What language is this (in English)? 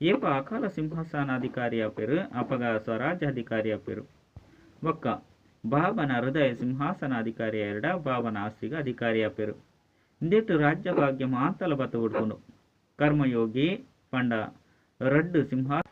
Tulu